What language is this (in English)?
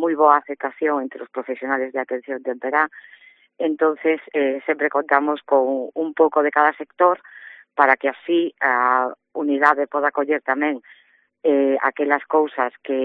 Galician